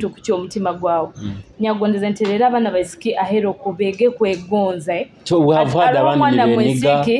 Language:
Nyoro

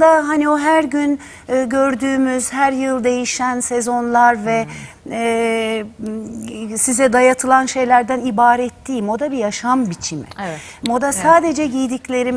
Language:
Turkish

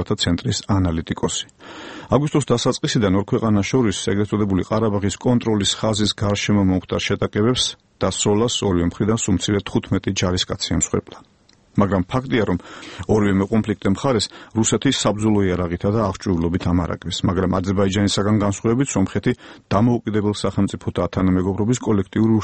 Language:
Georgian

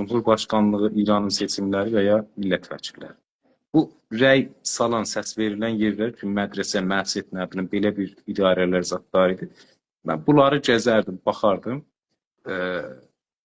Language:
South Azerbaijani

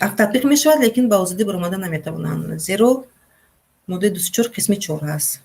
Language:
Tajik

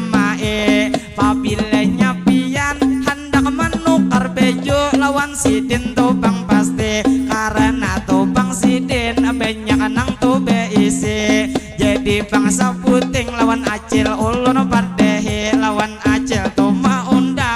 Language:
Banjar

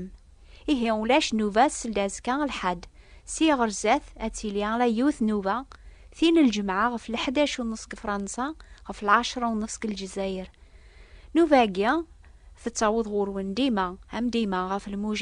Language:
Kabyle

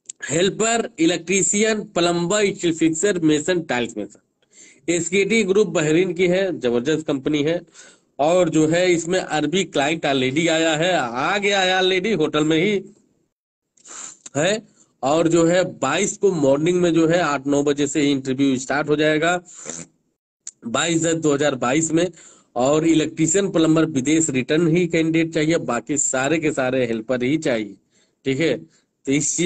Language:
Hindi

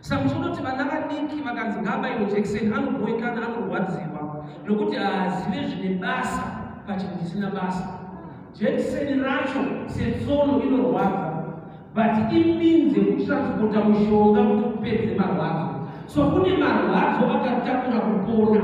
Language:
Shona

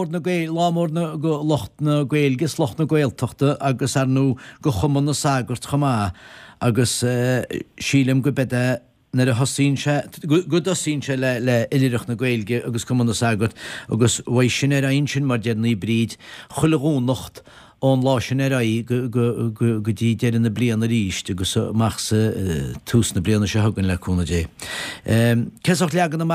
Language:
Irish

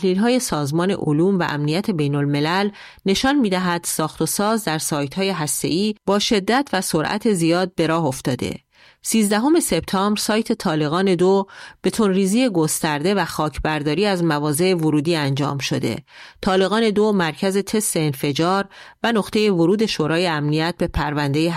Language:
Persian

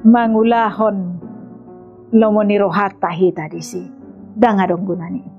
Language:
Batak Toba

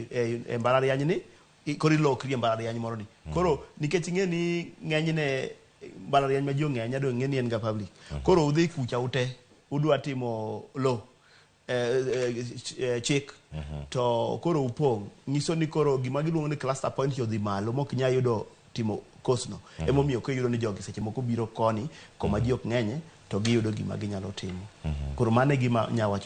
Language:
Luo (Kenya and Tanzania)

